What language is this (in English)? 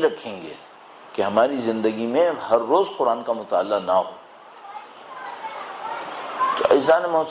Urdu